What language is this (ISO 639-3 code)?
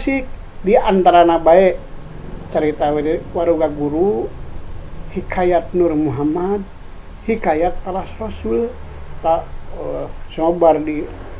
sun